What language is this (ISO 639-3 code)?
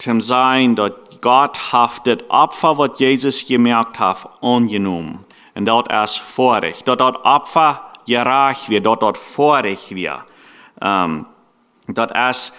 pdt